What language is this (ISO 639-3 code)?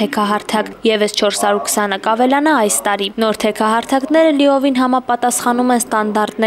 hye